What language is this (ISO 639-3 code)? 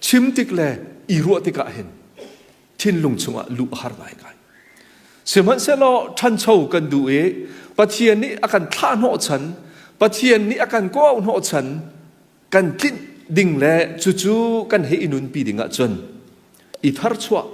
cnh